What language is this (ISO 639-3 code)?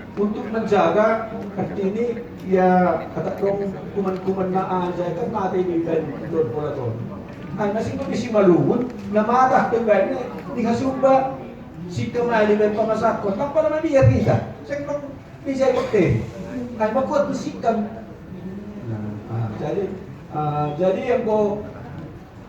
bts